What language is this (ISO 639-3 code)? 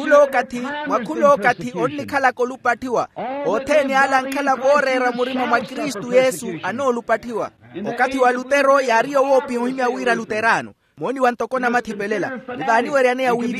vmw